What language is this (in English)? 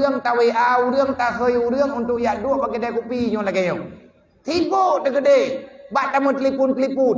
Achinese